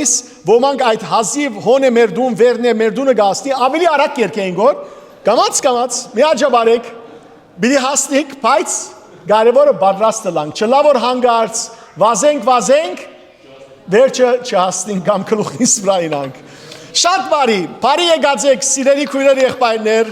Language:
Western Armenian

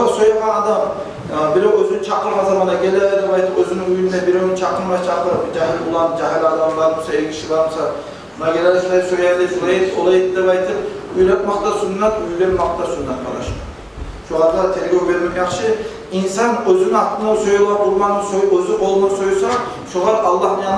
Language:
Kumyk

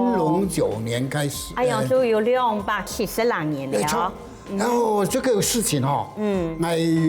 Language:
Hakka Chinese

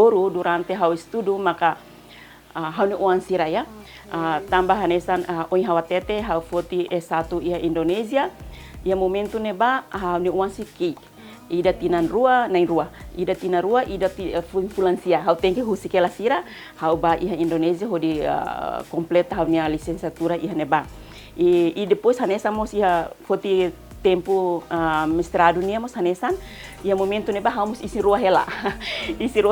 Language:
Tetum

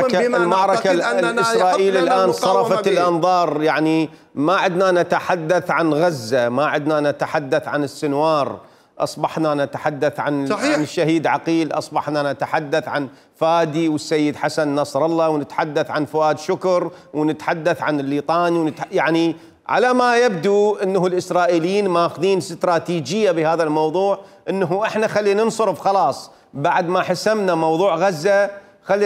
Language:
Mesopotamian Arabic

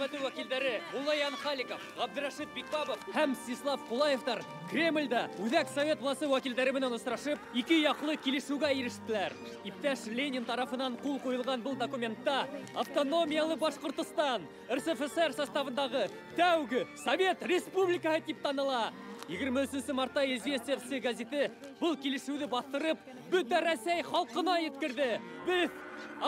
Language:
Bashkir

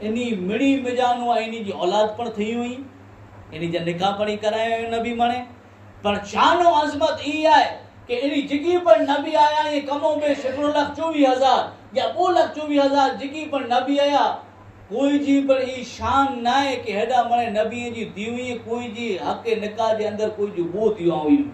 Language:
Kachhi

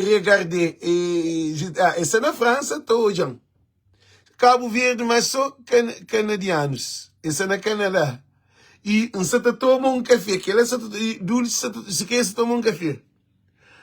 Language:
Kabuverdianu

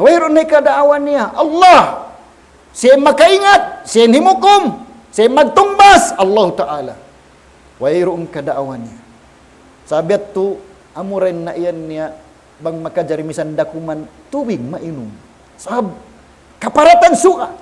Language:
Tausug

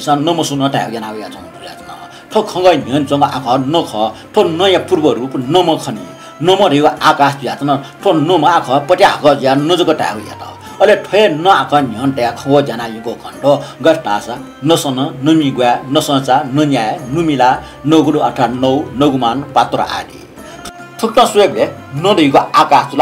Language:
Newari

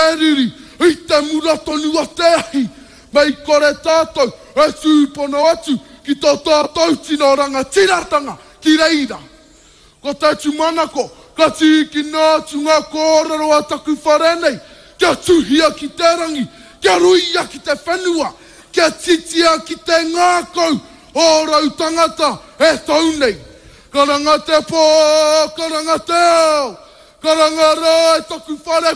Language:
Māori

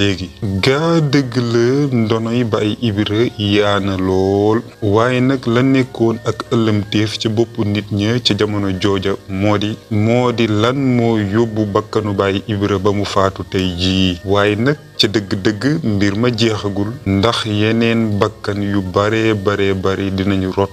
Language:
Wolof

